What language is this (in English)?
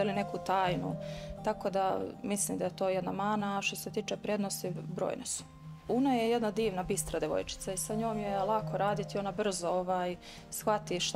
Serbian